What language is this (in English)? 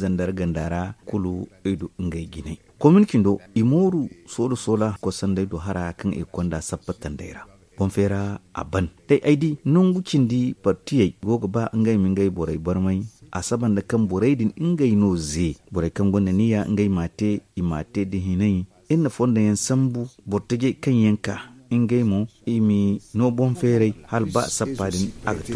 Zarma